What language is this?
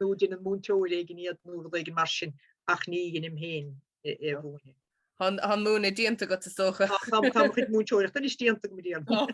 Irish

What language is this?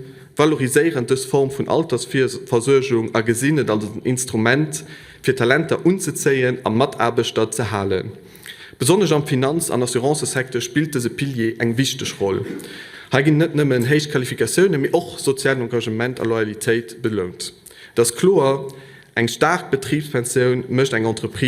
Luxembourgish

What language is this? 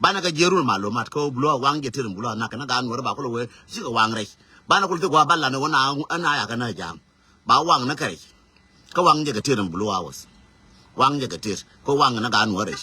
Nuer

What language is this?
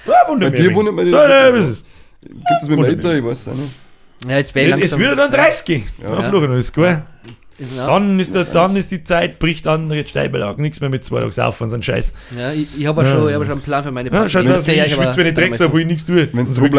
Bavarian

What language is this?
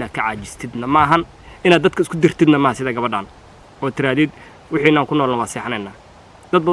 Somali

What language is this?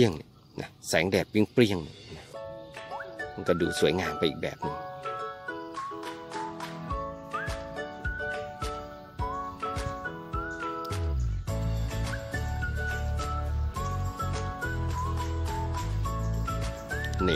Thai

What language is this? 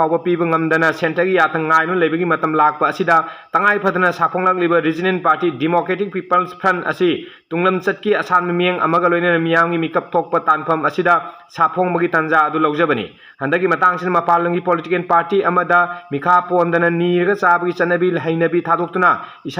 Manipuri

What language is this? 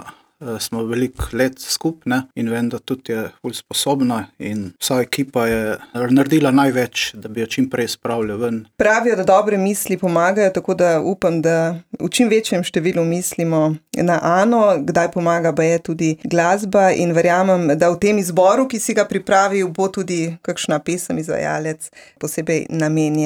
Slovenian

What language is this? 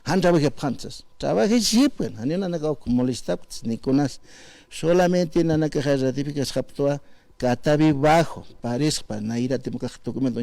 Aymara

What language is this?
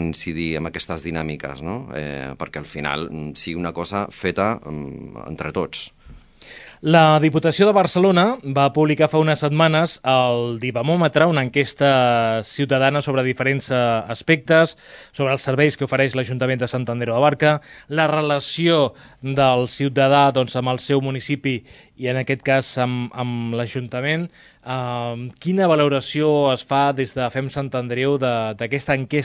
Catalan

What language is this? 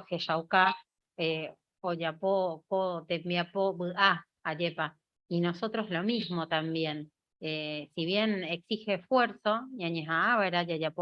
Guarani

